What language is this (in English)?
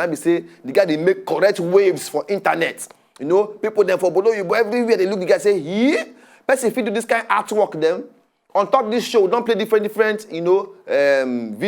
Nigerian Pidgin